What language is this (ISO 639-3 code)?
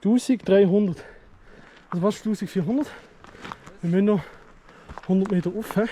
gsw